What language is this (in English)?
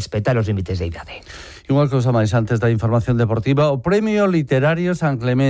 Galician